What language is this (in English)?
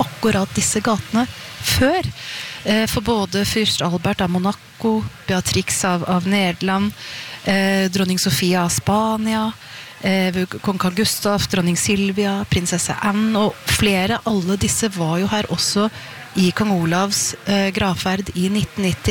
Norwegian